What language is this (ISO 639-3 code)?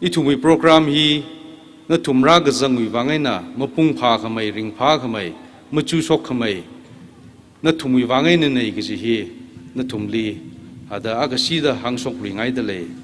nmf